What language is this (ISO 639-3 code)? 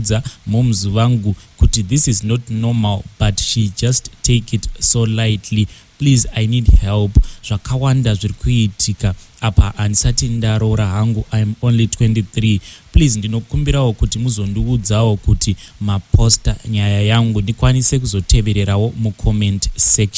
sna